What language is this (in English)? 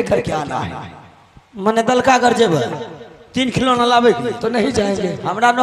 Maithili